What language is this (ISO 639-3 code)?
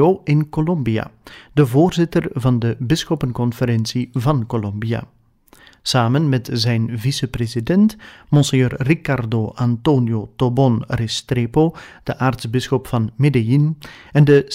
nld